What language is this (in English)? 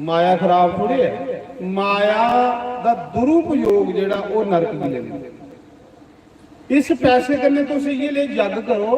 Dogri